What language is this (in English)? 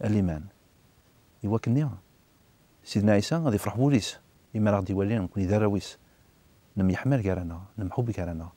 Kabyle